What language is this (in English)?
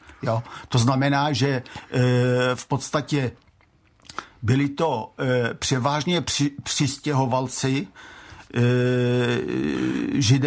Czech